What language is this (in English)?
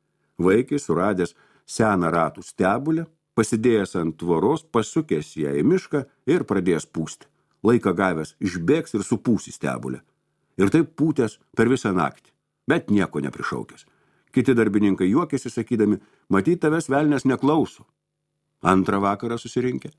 Lithuanian